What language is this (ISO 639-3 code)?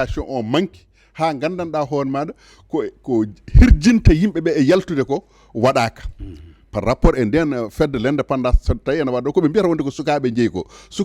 ful